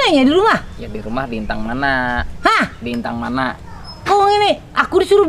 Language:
Banjar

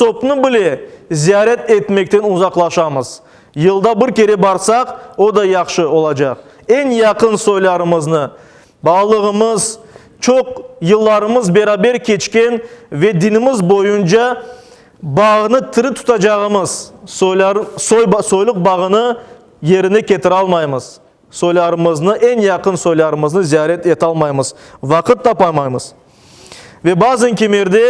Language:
Crimean Tatar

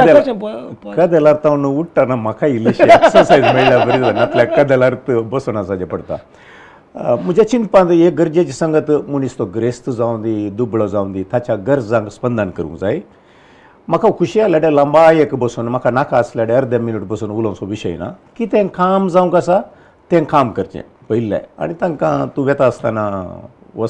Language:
Konkani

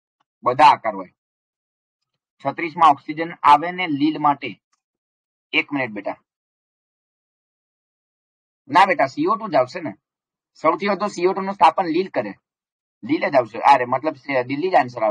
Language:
Gujarati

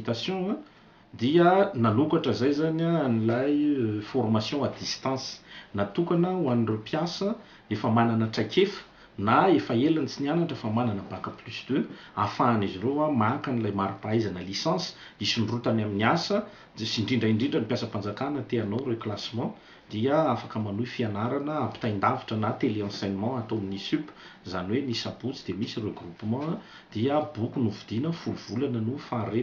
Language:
Malagasy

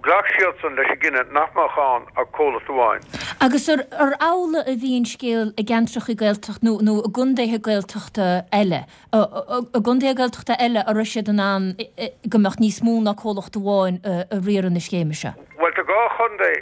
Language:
Irish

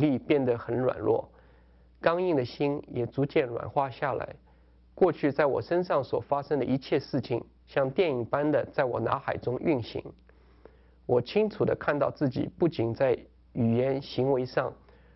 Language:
Chinese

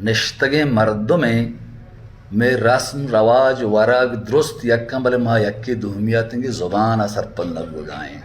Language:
Baluchi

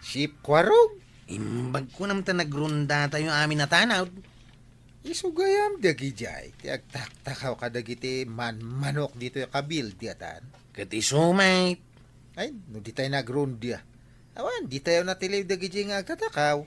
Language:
Iloko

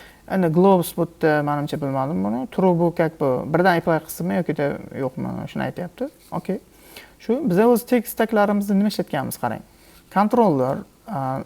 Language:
Uzbek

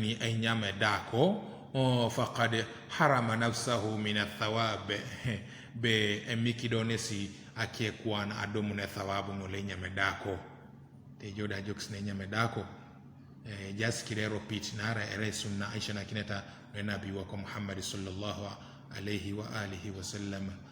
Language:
Teso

